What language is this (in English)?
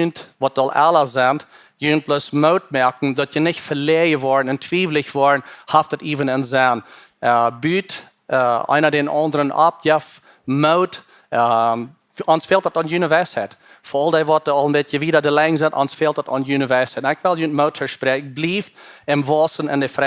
Plautdietsch